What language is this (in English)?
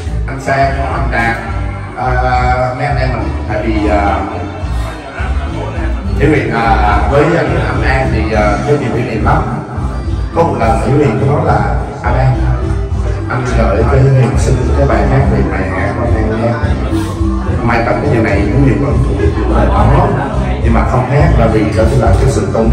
Vietnamese